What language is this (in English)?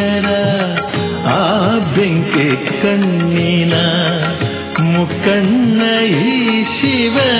Kannada